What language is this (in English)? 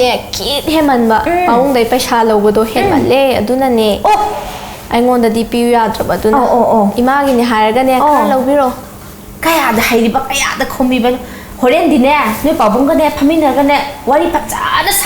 Manipuri